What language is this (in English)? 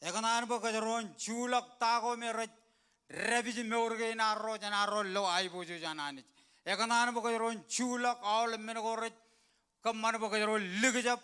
Marshallese